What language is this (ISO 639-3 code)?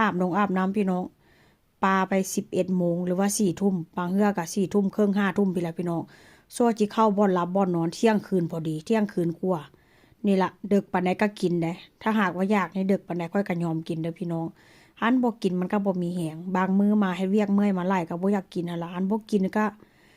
tts